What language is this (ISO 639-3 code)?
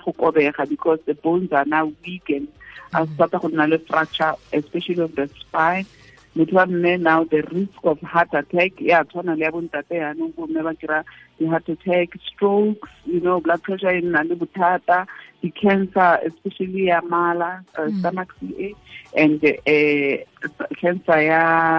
tsn